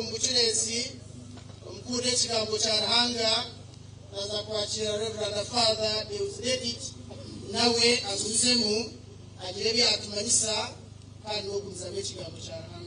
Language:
Nyankole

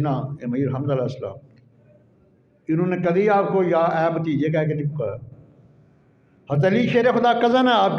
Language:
Urdu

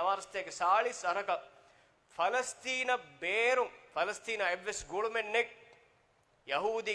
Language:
Divehi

